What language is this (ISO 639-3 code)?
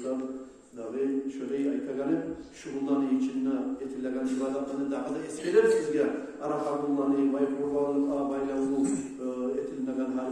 kum